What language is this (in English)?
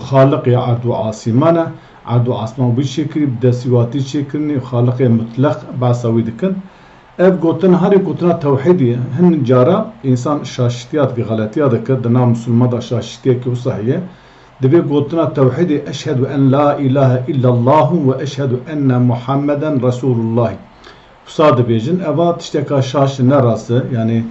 Kurdish